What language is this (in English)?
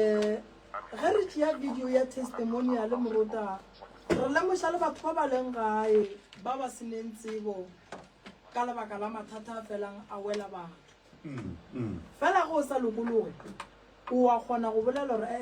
Northern Sotho